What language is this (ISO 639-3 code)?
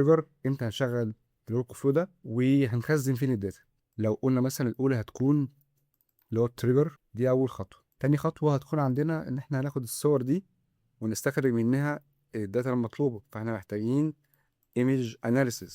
arz